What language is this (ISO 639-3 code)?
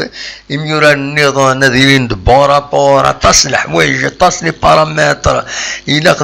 kab